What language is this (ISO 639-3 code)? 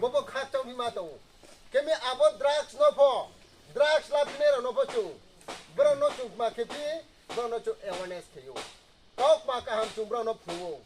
ria